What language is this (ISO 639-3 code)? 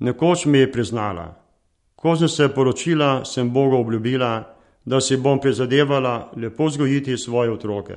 slv